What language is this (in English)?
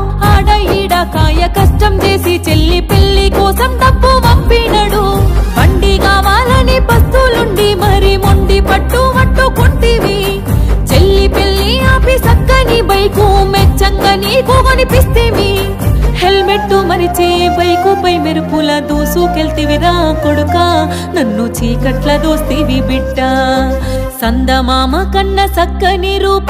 Telugu